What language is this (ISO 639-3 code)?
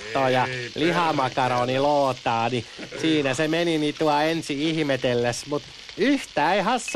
fin